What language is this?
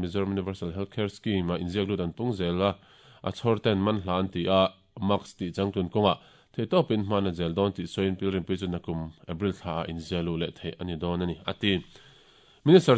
Mizo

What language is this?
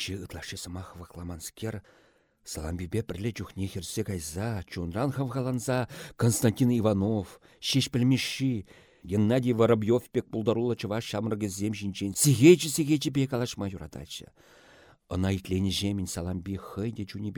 Chuvash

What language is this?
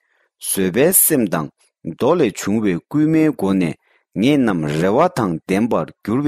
Tibetan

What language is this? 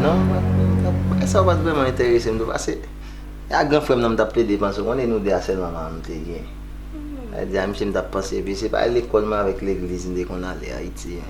Haitian Creole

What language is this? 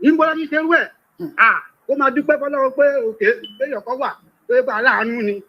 Yoruba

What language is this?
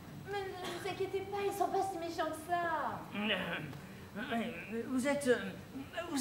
French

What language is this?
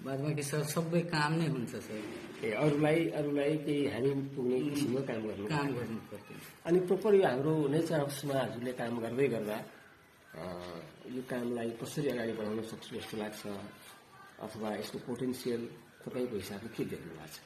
Nepali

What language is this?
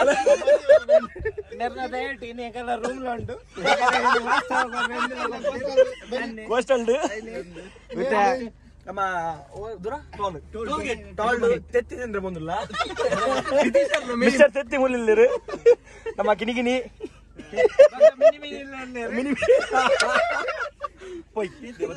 Tulu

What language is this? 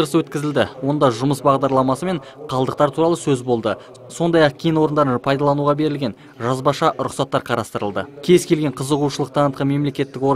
Kazakh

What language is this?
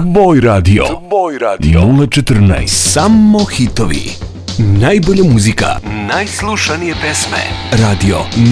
Serbian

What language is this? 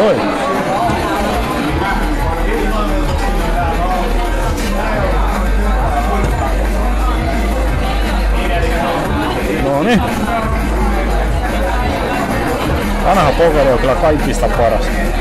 Finnish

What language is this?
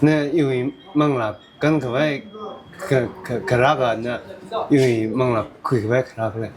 Tangkhul Naga (India)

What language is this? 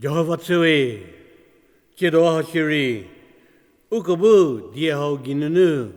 Angami Naga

